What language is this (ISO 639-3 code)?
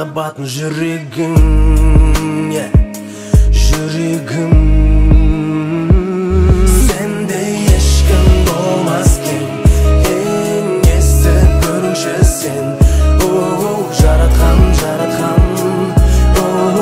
kaz